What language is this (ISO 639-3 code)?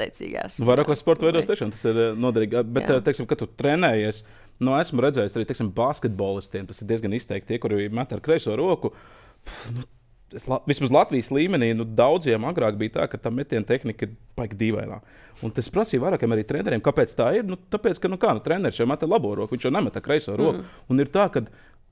lav